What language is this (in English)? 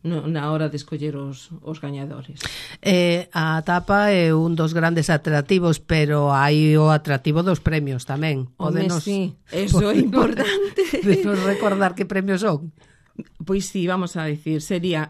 Galician